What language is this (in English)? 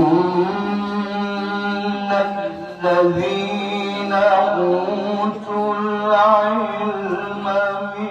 Maranao